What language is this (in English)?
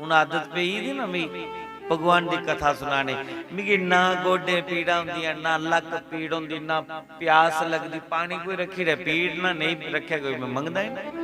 Dogri